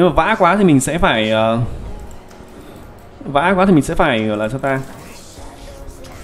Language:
Vietnamese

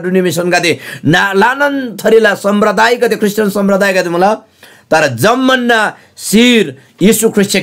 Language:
Eastern Tamang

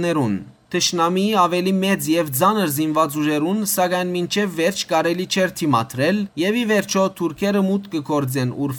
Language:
Western Armenian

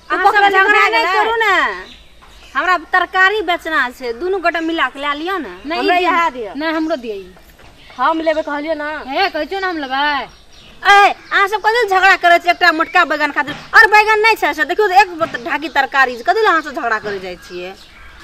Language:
Maithili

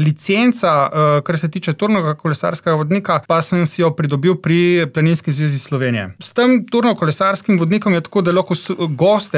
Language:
Slovenian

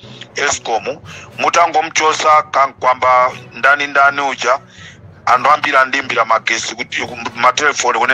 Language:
Nyanja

